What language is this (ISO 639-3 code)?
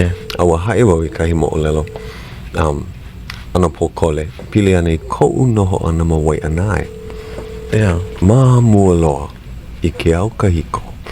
haw